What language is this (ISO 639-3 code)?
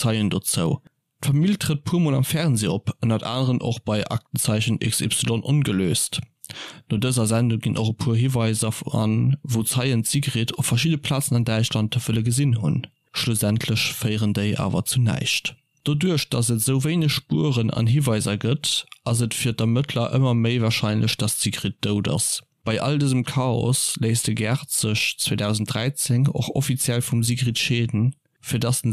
ltz